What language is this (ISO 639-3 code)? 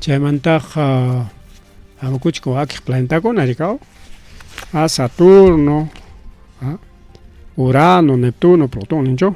quy